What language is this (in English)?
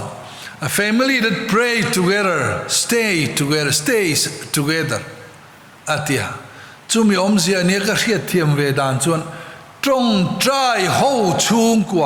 Mizo